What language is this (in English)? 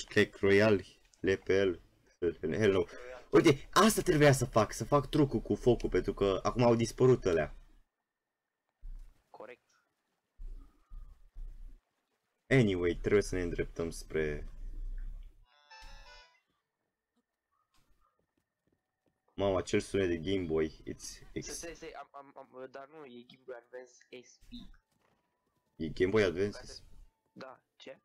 Romanian